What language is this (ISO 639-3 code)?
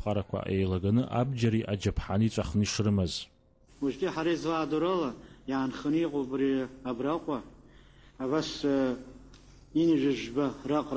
abk